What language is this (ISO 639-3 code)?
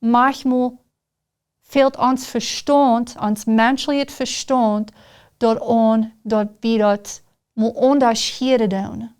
pdt